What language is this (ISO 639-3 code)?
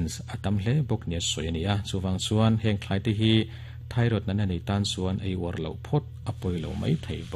lus